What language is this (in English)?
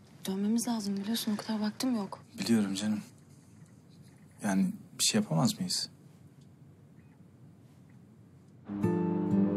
Turkish